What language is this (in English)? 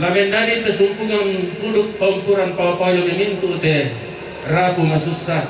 Toraja-Sa'dan